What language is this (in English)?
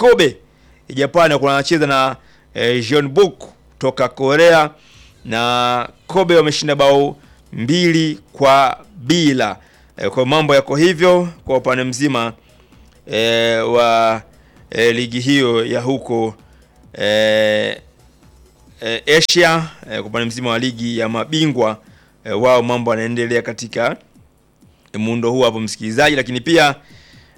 Swahili